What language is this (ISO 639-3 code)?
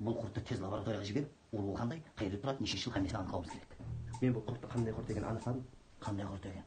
kaa